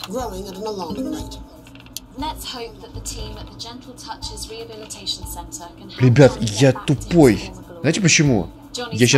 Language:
Russian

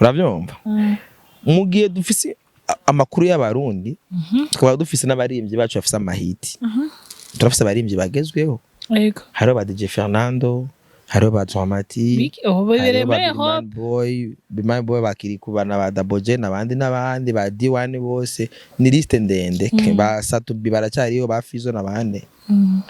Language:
Rundi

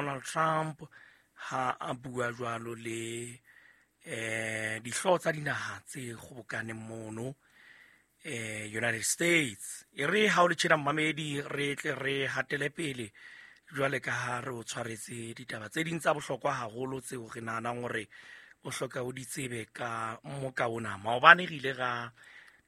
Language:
Southern Sotho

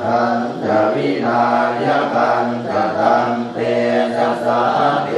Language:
Pali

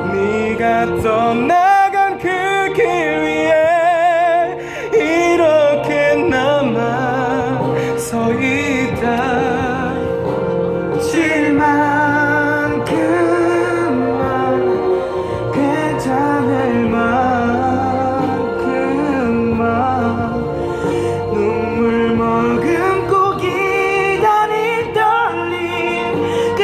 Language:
Korean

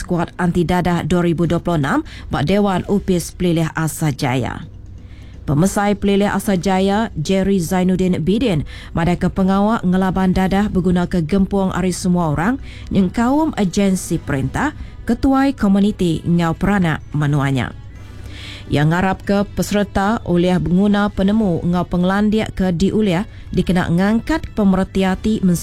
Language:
Iban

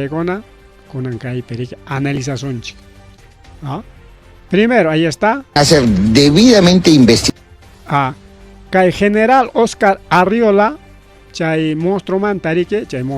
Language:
Ayacucho Quechua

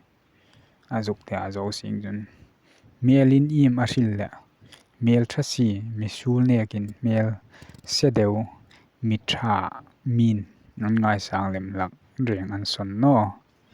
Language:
Hmar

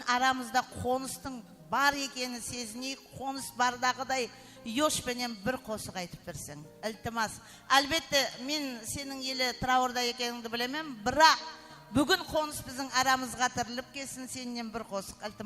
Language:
Kara-Kalpak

